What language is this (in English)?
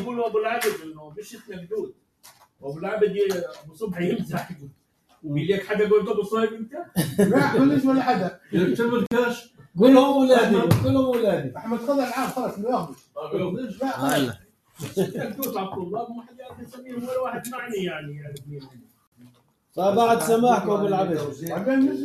North Levantine Arabic